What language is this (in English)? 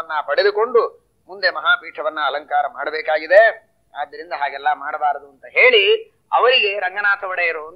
Kannada